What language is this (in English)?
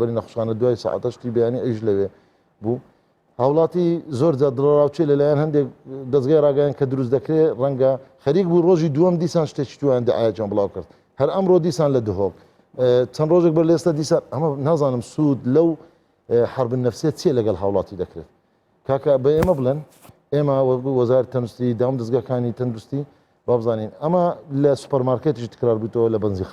Central Kurdish